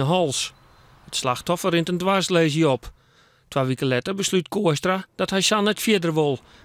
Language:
Western Frisian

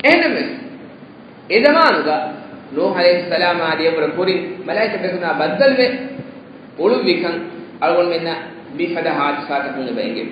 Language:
Divehi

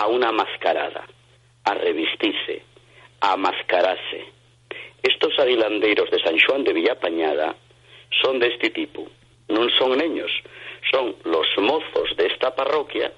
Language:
Asturian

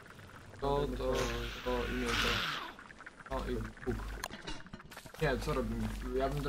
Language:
Polish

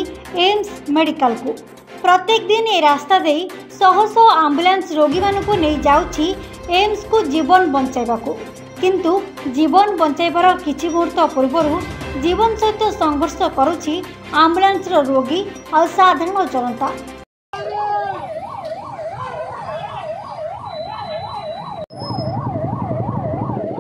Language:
Odia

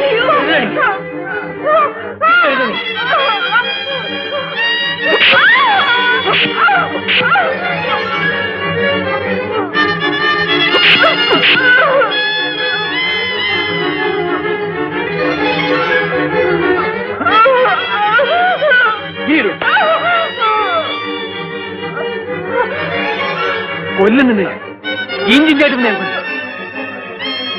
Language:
Malayalam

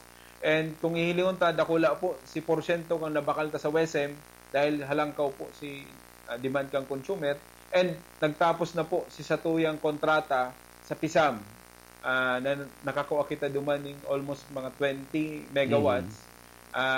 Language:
Bikol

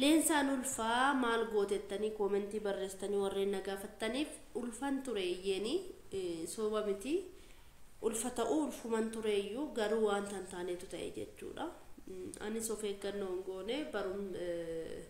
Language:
Oromo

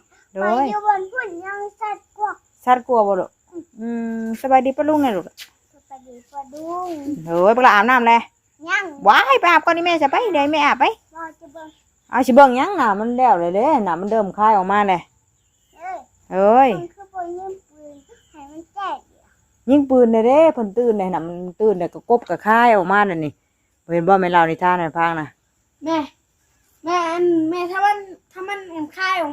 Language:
Northeastern Thai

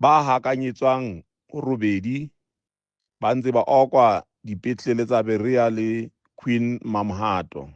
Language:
Southern Sotho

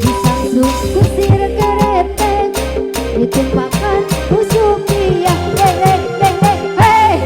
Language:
Sundanese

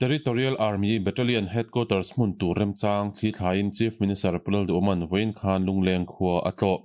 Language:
Mizo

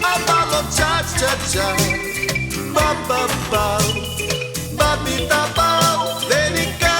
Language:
Neapolitan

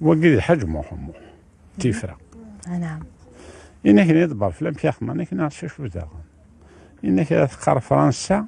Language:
Kabyle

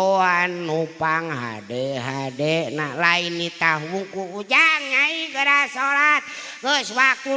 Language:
Sundanese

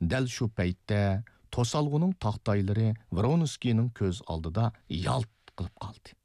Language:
Uyghur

